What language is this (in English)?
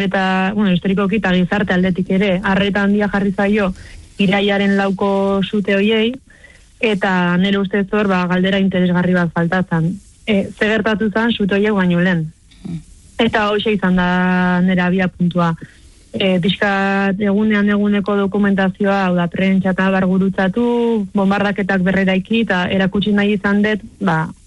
Basque